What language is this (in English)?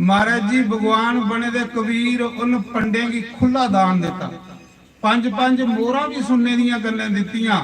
Dogri